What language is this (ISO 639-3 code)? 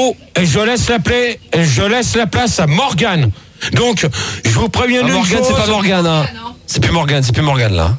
fra